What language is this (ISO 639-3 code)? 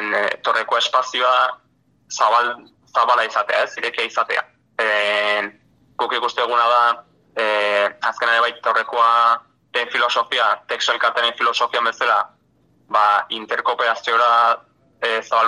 eus